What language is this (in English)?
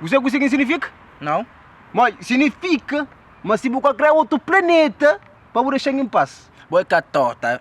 Kabuverdianu